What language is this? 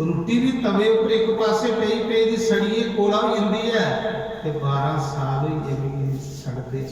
Dogri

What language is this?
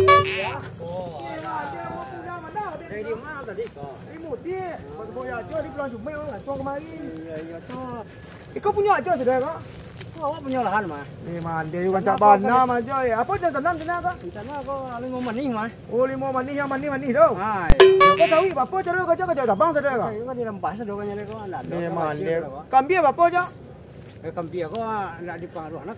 Minangkabau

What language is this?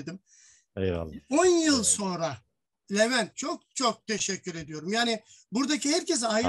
Turkish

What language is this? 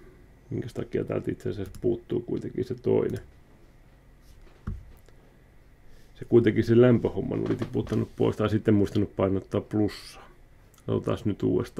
Finnish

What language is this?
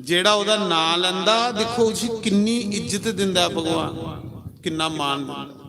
Dogri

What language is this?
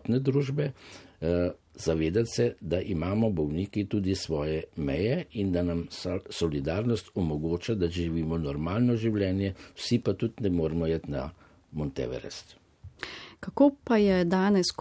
Slovenian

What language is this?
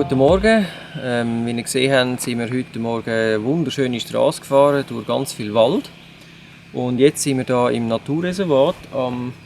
Swiss German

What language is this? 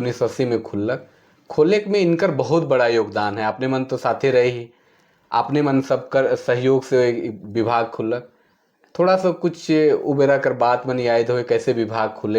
Sadri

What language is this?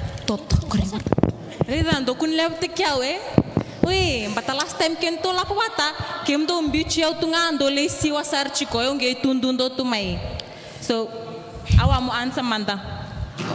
Fijian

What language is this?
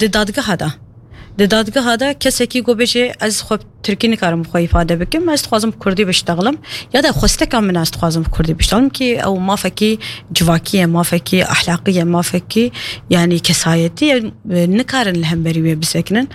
Kurdish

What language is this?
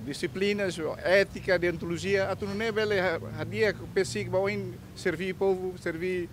Tetum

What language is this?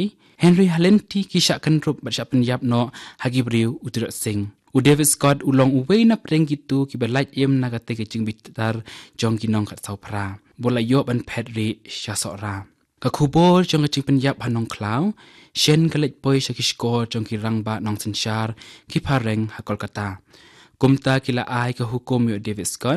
Khasi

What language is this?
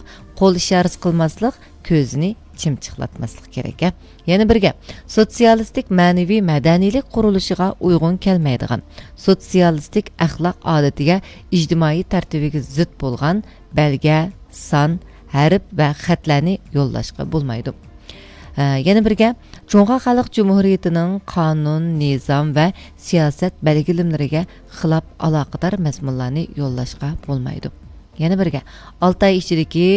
Uyghur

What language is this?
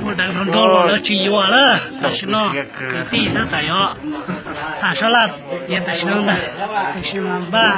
Hmong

